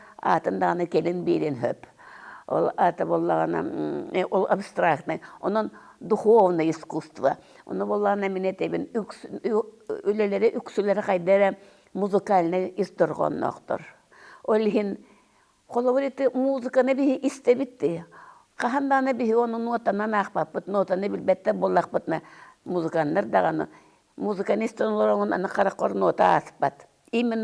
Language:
Yakut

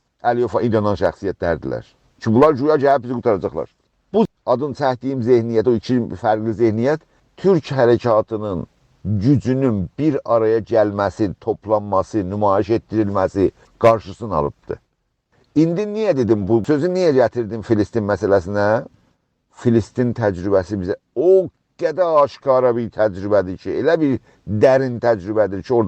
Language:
South Azerbaijani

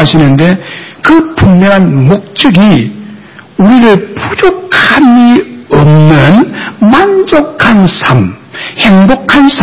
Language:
Korean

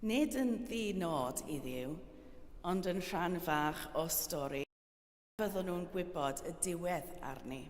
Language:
Welsh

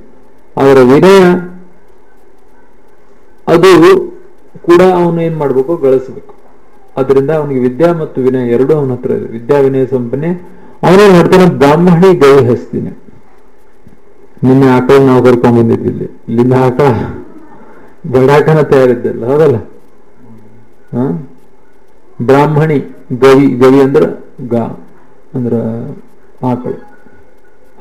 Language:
Kannada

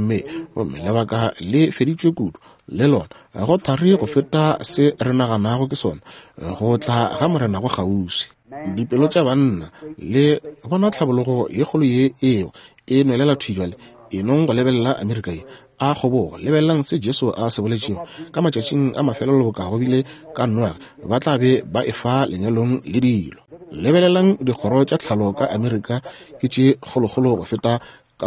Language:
Northern Sotho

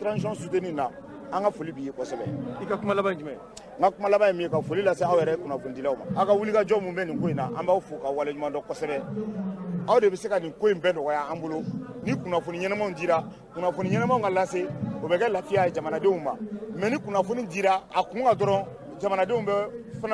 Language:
Bambara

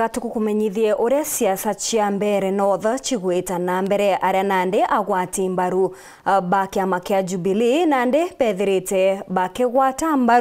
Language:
Meru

